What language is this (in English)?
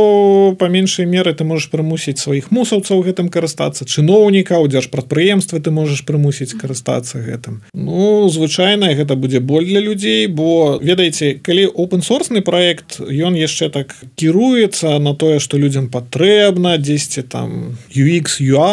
Belarusian